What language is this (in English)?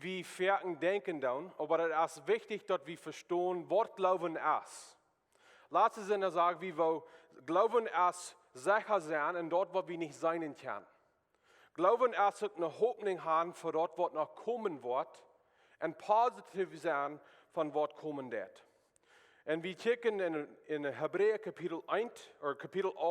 Plautdietsch